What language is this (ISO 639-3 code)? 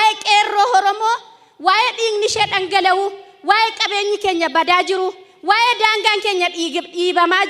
orm